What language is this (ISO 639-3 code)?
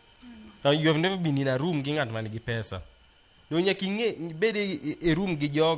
luo